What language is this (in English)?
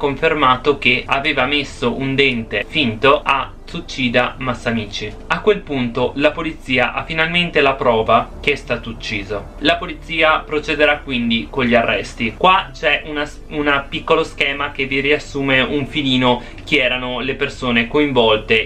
Italian